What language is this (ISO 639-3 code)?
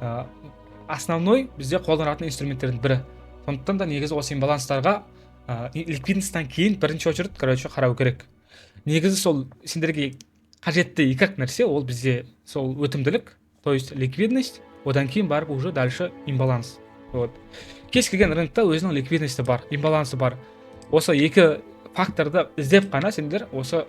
kaz